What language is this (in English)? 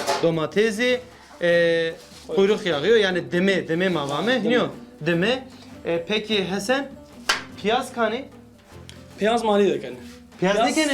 Zaza